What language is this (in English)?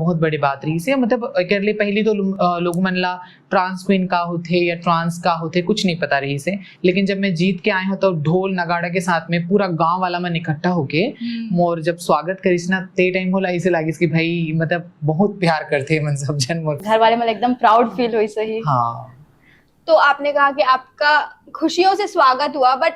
Chhattisgarhi